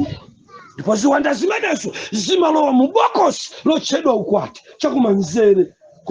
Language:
Nyanja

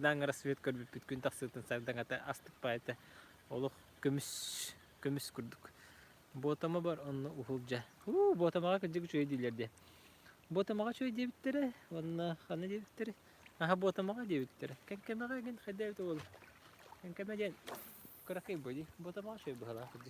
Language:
Yakut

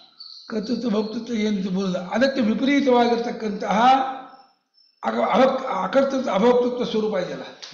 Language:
Kannada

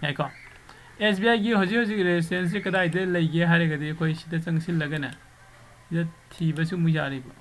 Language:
Manipuri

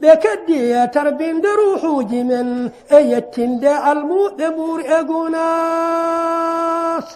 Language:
Fula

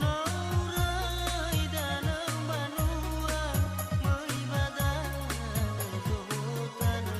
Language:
Nias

